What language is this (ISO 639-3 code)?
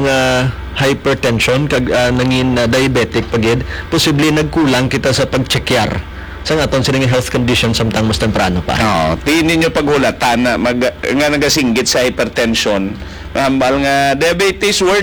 hil